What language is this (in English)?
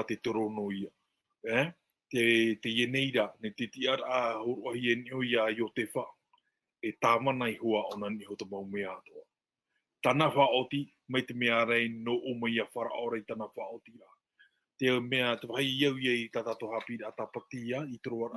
Tahitian